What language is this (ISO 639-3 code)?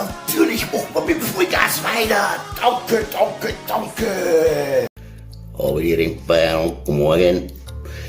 bar